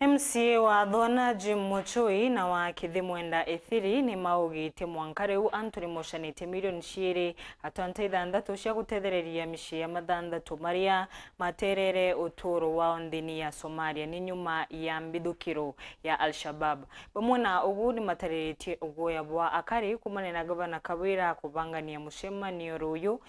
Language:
Meru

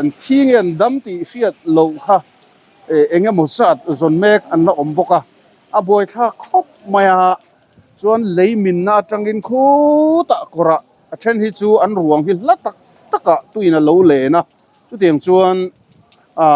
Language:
Mizo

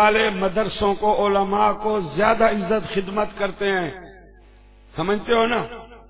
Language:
Urdu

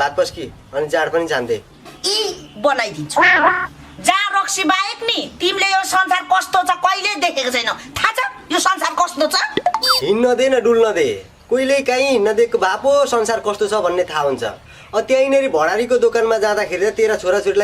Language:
Nepali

